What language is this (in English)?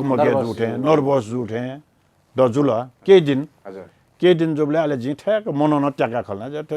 Newari